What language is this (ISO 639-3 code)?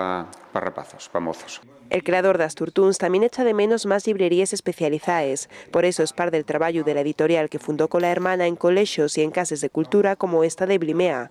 ast